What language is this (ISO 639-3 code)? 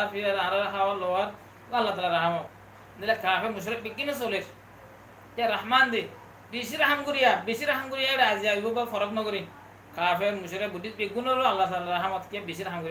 rhg